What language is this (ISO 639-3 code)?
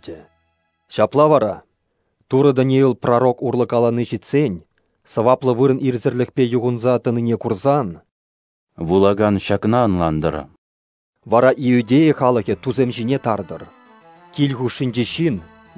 chv